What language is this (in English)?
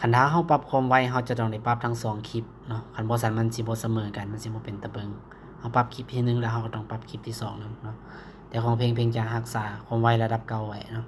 Lao